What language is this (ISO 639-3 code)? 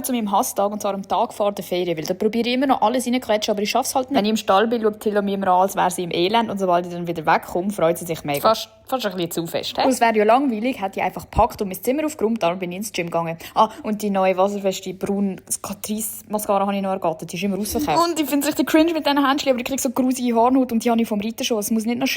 gsw